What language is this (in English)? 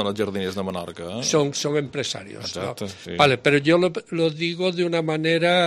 Catalan